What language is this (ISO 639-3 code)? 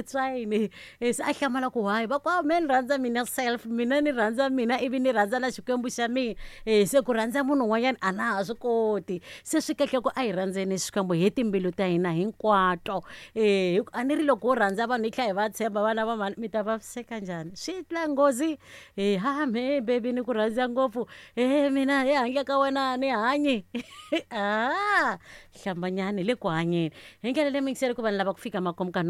tso